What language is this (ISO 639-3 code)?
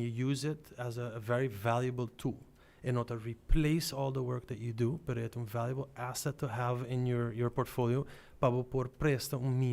pap